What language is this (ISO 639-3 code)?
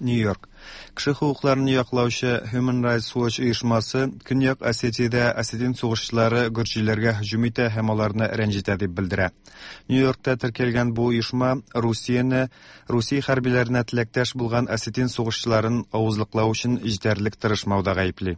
tat